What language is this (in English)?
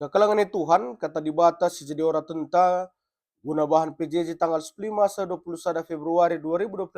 Batak Karo